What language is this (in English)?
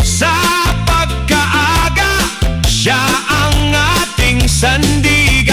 Bikol